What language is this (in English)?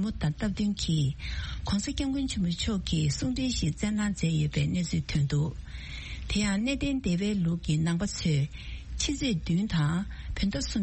Tibetan